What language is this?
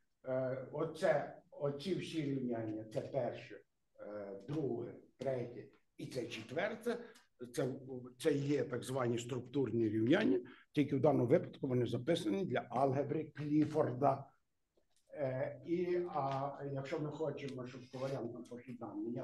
Ukrainian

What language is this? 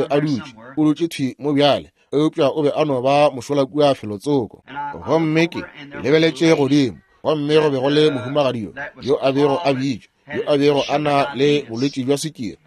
Northern Sotho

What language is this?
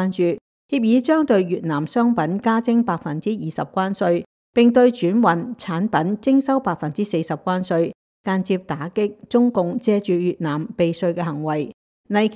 Cantonese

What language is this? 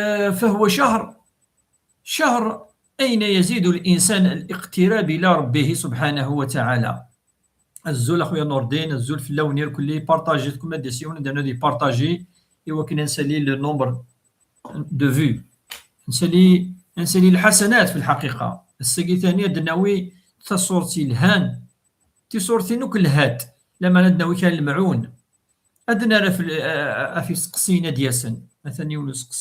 Kabyle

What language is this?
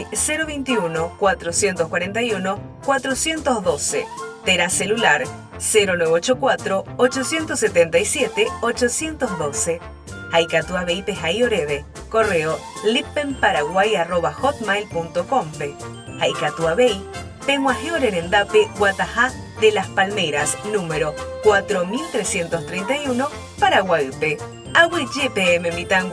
Guarani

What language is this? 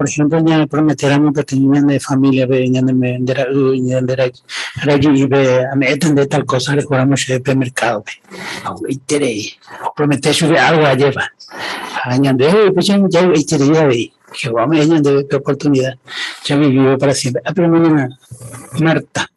Guarani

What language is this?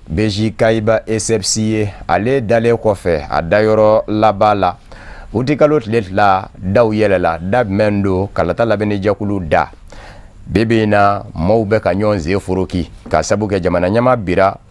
Bambara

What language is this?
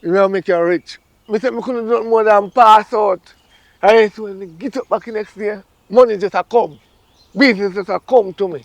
Jamaican Creole English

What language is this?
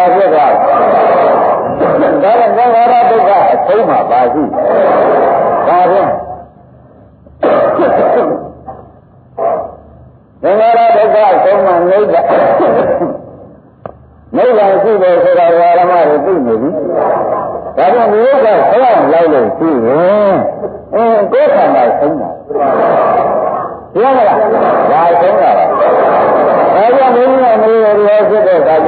Burmese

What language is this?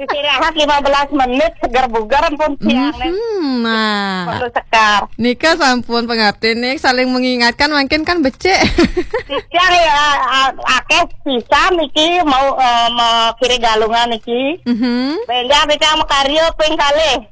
Balinese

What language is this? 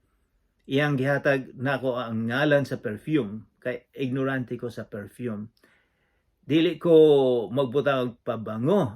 Cebuano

